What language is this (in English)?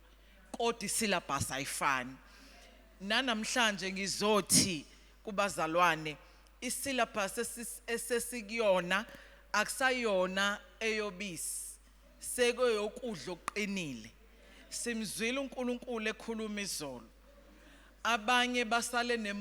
Zulu